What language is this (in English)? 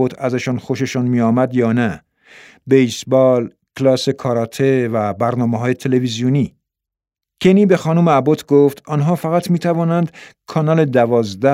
Persian